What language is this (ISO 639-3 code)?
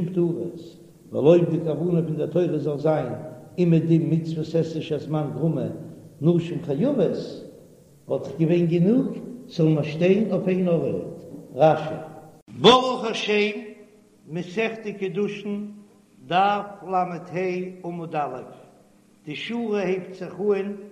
yid